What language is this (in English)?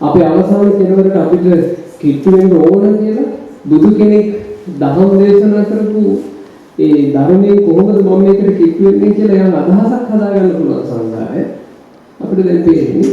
Sinhala